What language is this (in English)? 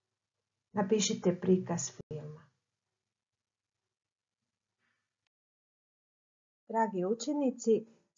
Croatian